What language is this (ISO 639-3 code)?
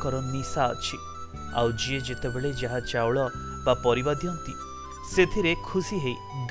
ori